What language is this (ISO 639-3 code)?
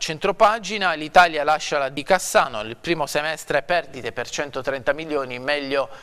ita